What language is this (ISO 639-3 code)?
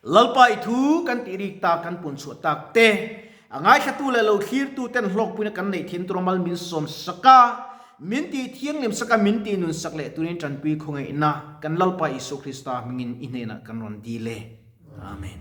lus